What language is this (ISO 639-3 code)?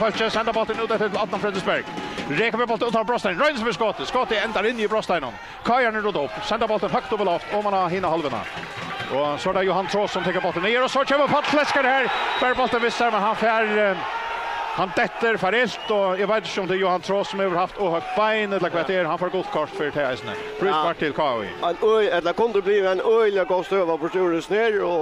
fao